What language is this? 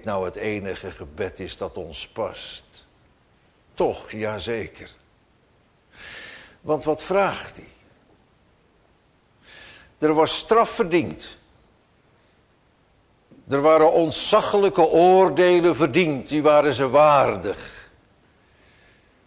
Dutch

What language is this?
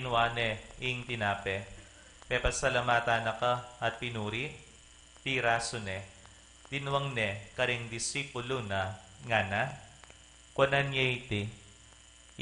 Pampanga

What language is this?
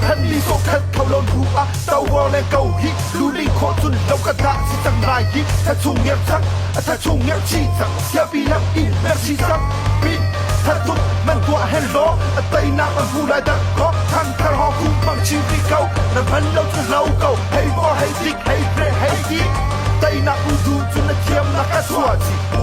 Hakha Chin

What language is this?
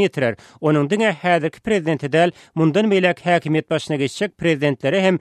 Turkmen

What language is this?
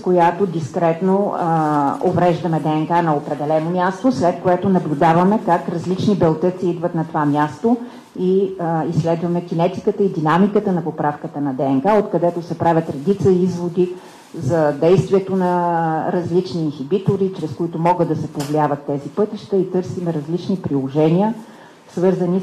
Bulgarian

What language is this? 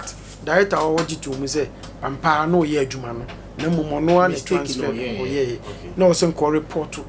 Akan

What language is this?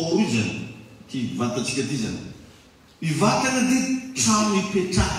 Malagasy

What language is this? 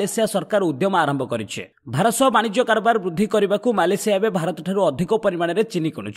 Odia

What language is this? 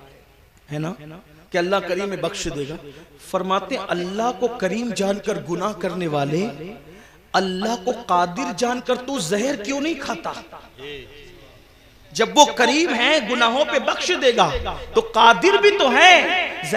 Urdu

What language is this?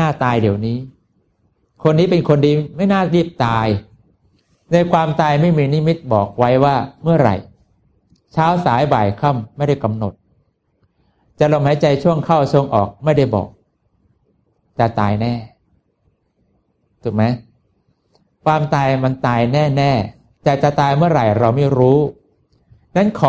Thai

